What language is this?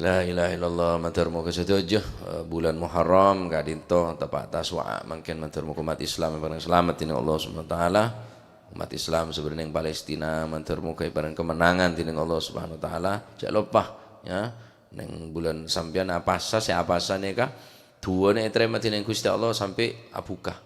Madurese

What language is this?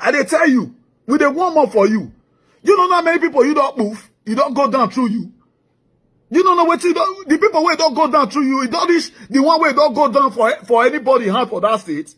Nigerian Pidgin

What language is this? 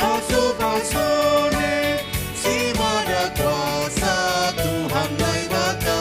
Batak Simalungun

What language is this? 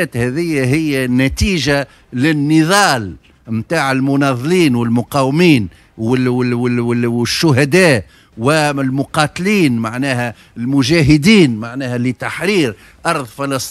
Tunisian Arabic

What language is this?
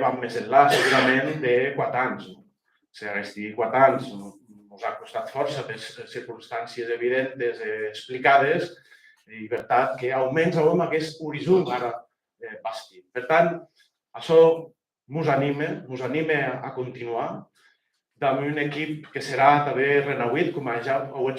Occitan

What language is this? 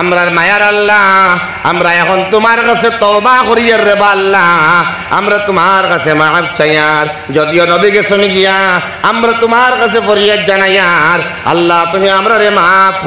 Sylheti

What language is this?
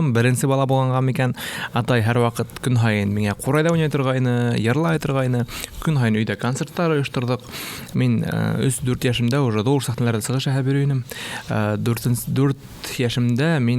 Bashkir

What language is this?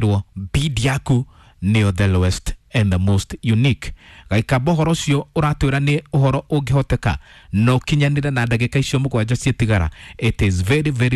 Kikuyu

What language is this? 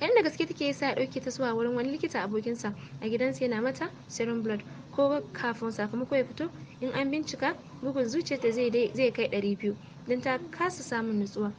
Hausa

